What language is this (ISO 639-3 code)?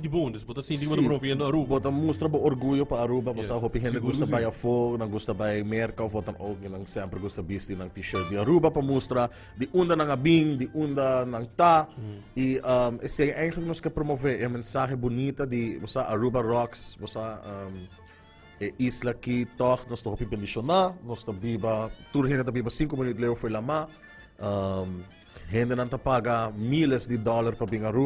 pap